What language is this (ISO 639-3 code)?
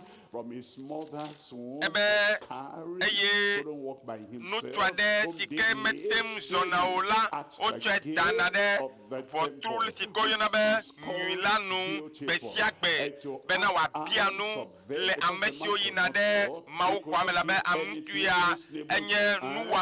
ewe